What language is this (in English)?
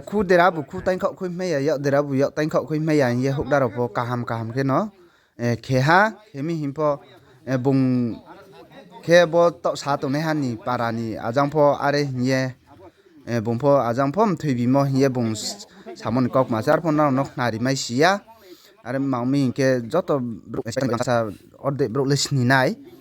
Riang (India)